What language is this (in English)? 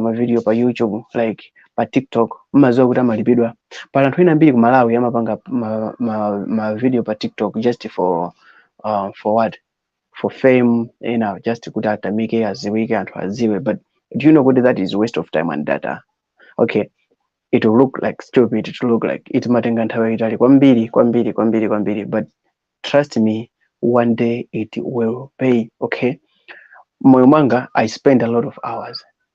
Nyanja